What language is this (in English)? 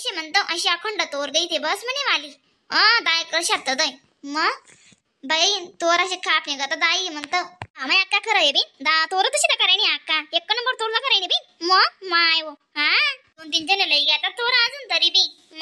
Khandesi